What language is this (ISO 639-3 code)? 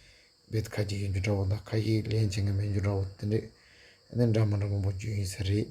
bod